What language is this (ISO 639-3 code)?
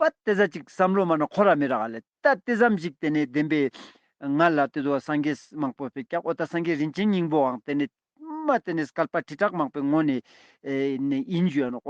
lbj